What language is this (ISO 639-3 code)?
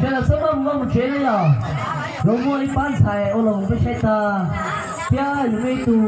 hmn